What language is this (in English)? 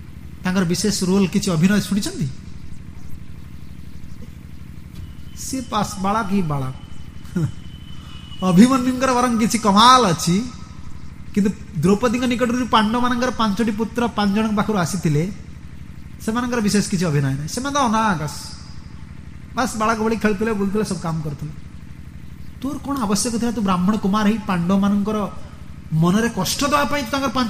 Odia